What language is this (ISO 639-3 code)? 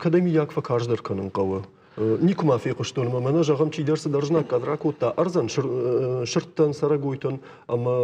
oss